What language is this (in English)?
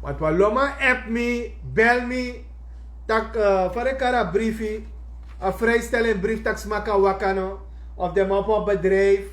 Sranan Tongo